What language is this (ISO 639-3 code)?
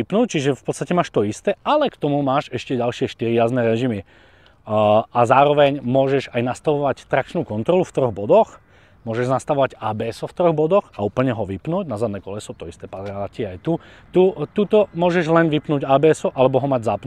slk